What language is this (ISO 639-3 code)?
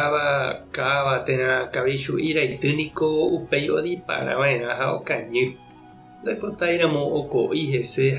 grn